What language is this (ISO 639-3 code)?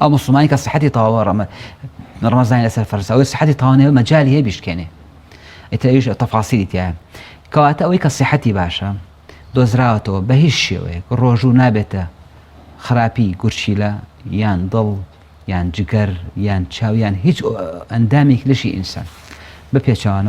ckb